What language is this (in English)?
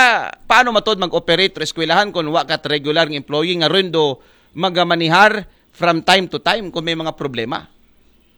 Aklanon